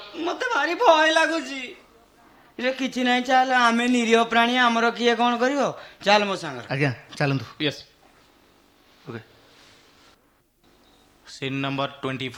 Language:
Odia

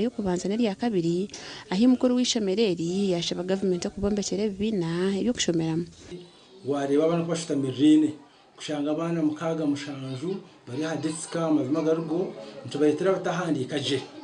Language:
Nyankole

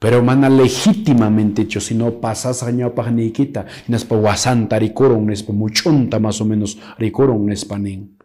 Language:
Quechua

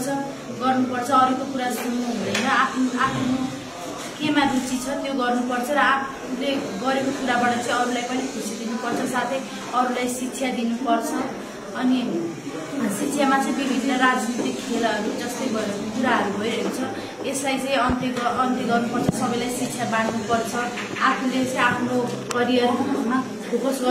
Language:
Nepali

